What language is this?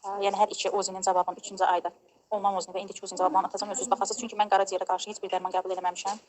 Azerbaijani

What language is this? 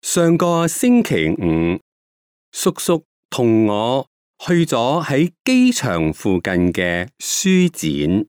Cantonese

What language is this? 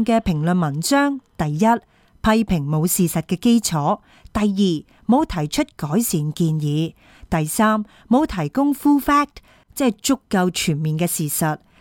Cantonese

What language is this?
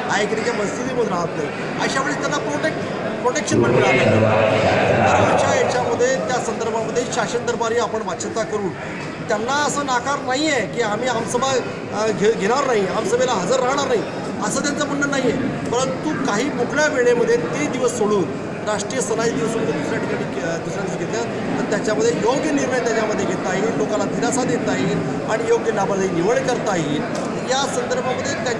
Marathi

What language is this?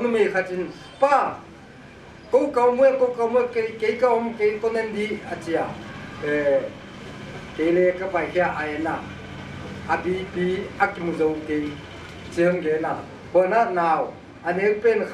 Paite Chin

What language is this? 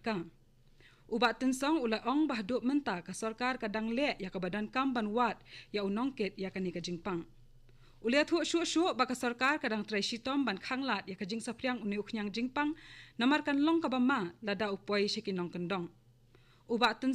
Khasi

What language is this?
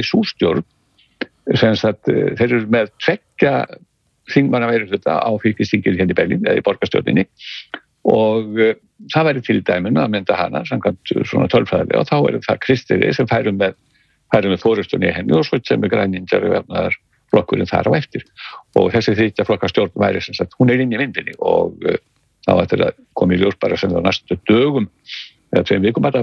Icelandic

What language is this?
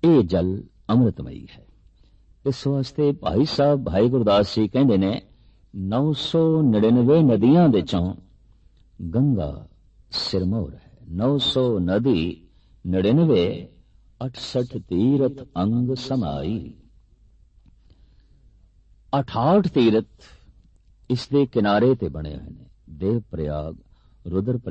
Punjabi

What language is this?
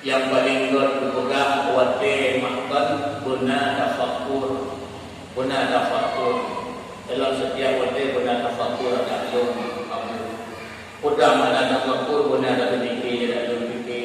Achinese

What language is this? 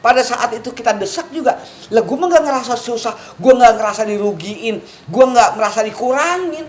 Betawi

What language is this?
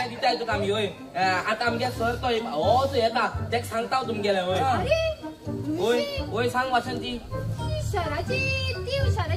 Konkani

